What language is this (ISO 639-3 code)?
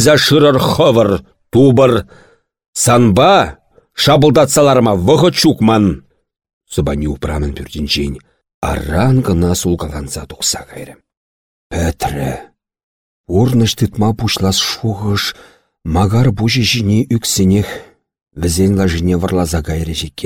chv